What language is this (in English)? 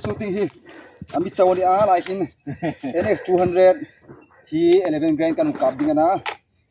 Hmar